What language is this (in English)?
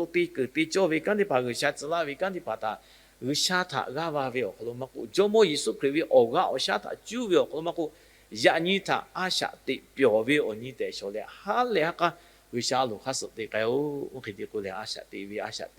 Lahu